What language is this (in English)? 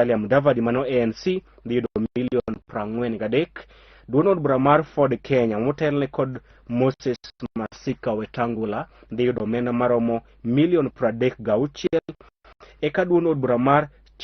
Luo (Kenya and Tanzania)